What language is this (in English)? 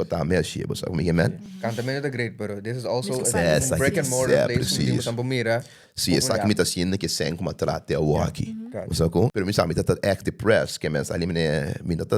Papiamento